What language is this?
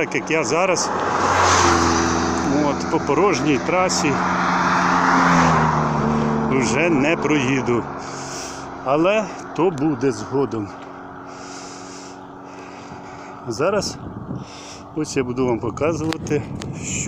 Ukrainian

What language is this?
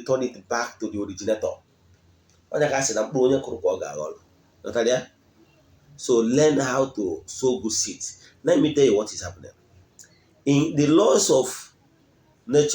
Igbo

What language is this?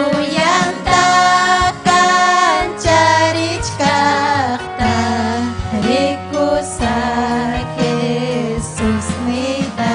Ayacucho Quechua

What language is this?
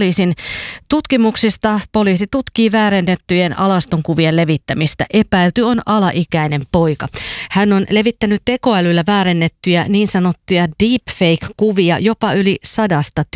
Finnish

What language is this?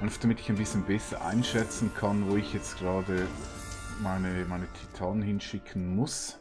Swiss German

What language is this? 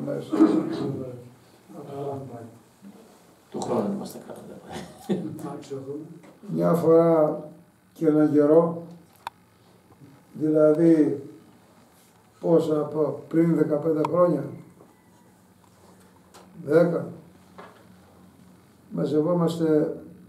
Greek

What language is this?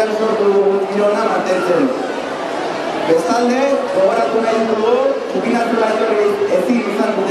Basque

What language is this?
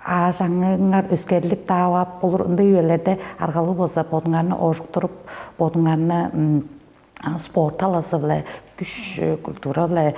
Tuvinian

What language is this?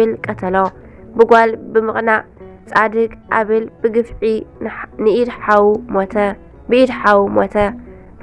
Tigrinya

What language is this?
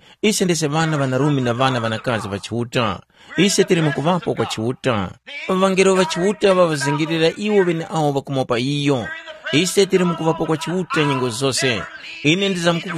Tumbuka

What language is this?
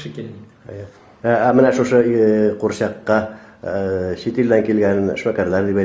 Tatar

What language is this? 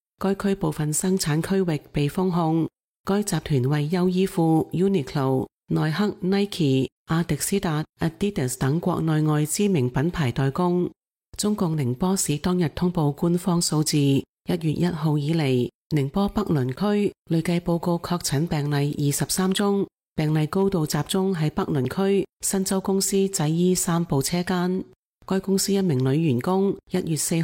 Cantonese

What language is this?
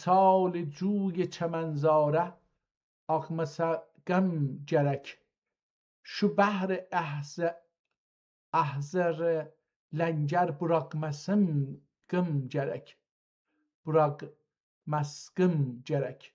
South Azerbaijani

